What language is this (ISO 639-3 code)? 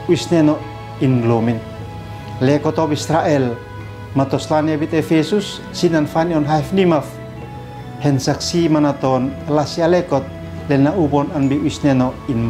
aoz